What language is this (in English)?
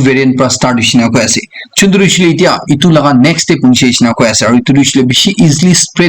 Naga Pidgin